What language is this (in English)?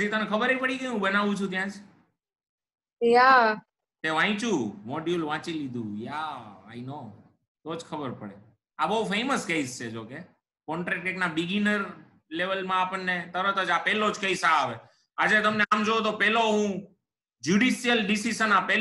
Gujarati